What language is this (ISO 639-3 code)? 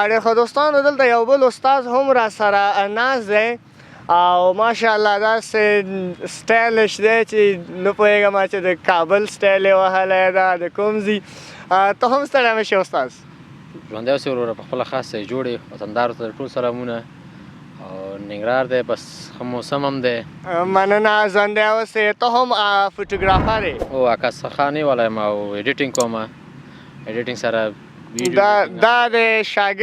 pus